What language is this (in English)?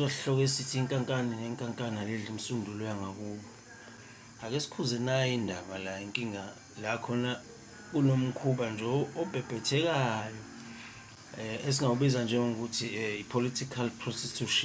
Zulu